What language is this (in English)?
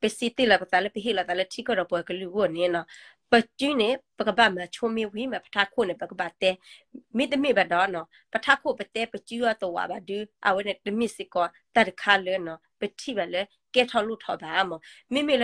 S'gaw Karen